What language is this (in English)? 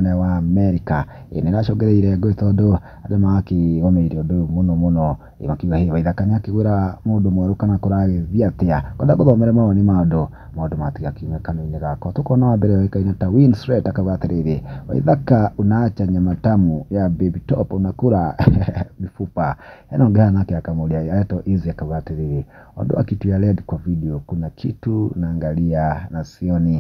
Kikuyu